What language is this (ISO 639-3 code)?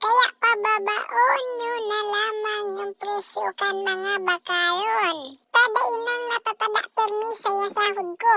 bik